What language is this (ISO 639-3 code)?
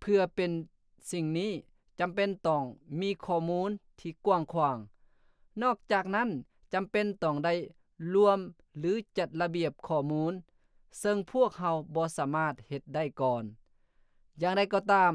lao